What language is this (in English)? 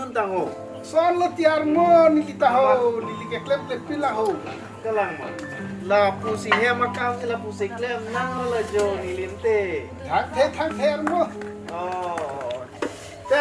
Karbi